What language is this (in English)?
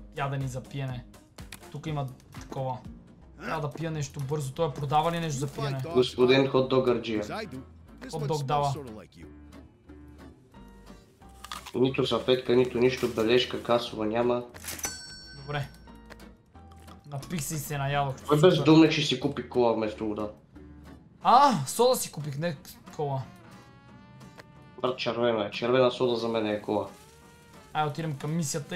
Bulgarian